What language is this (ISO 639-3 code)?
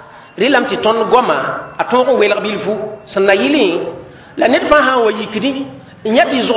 mos